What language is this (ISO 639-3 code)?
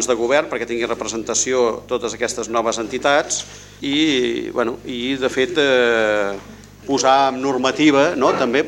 cat